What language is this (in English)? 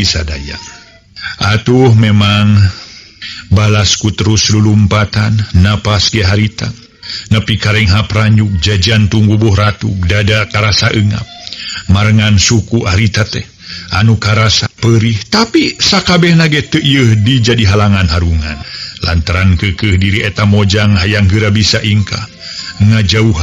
Sundanese